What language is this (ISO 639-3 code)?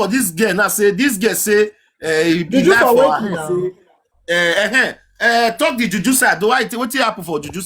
pcm